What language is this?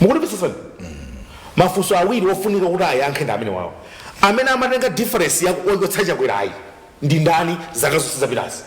Nyanja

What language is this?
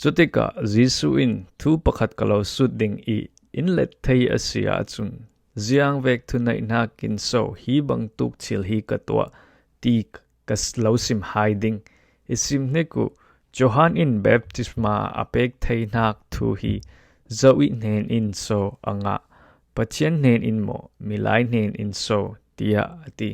Falam Chin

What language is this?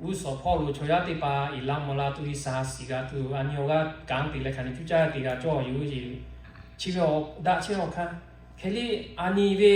Lahu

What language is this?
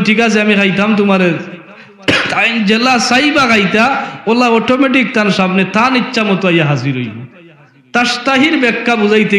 Sylheti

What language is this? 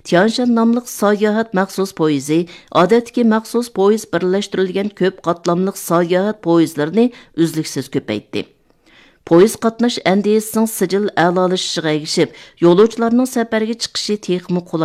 Uyghur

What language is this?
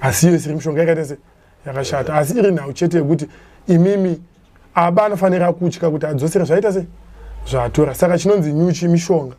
Shona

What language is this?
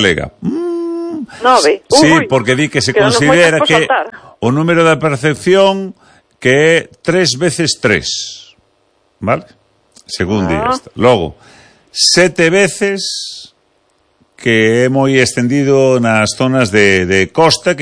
Galician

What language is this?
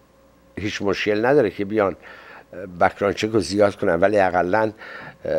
Persian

